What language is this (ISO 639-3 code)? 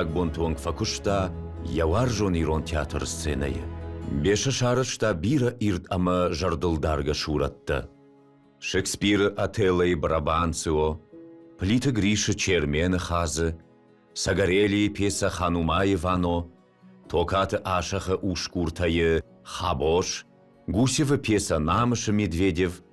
oss